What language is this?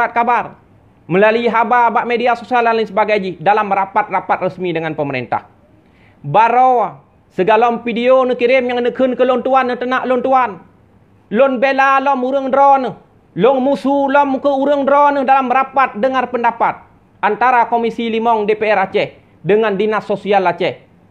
Achinese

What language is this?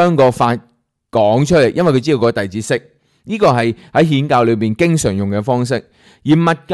Cantonese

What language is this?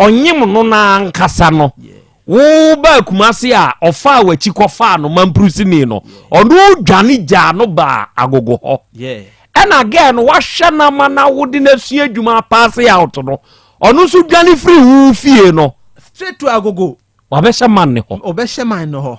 Akan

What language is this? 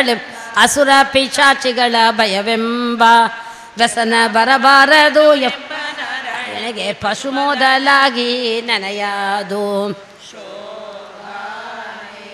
Kannada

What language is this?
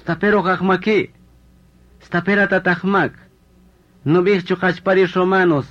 Kaqchikel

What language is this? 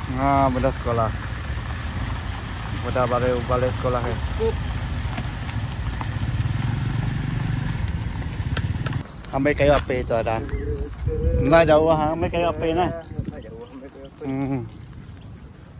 Malay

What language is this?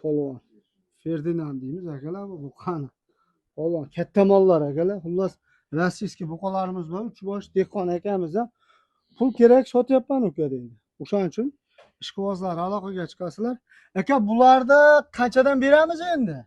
Uzbek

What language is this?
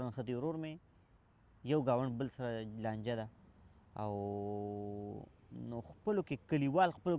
Pashto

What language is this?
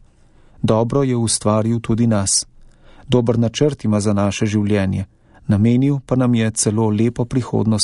Slovenian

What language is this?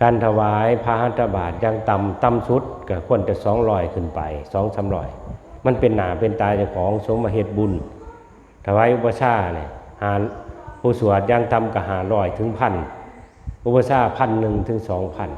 Northeastern Thai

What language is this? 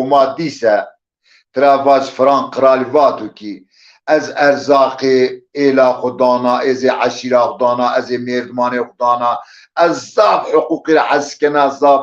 Zaza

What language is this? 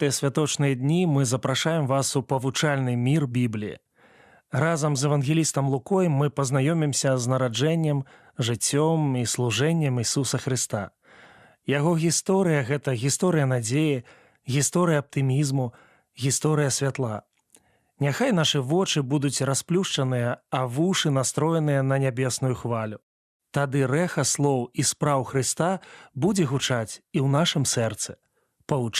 Belarusian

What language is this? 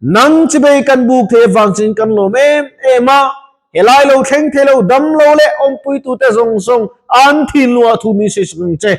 Mizo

